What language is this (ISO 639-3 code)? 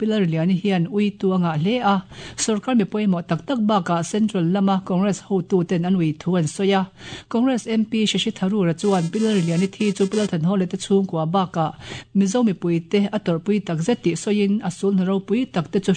lus